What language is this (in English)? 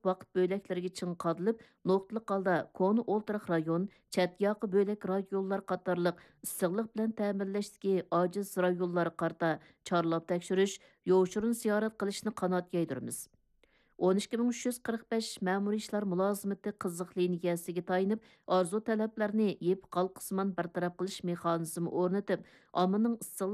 Uyghur